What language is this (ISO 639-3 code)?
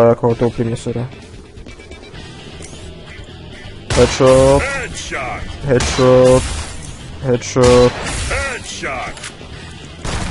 slk